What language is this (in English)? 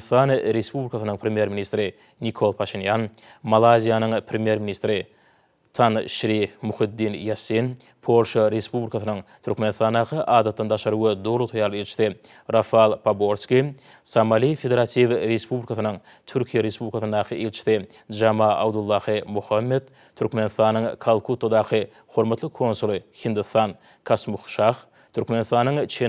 Turkmen